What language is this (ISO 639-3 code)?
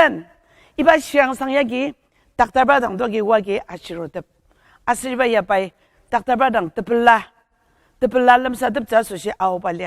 njo